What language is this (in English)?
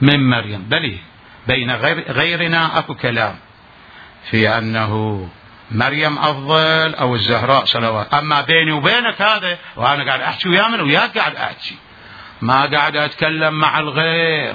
Mesopotamian Arabic